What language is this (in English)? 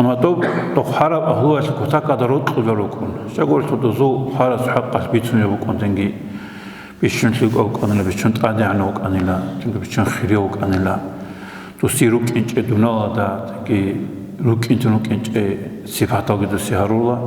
Avaric